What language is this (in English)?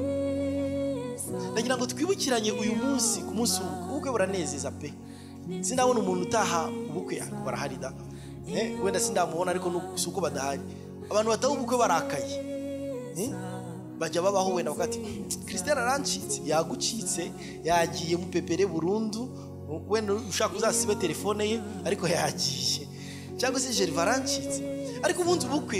Kinyarwanda